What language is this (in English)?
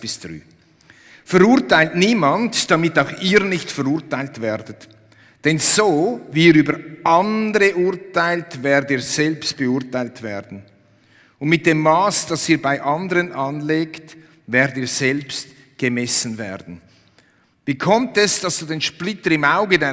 Swiss German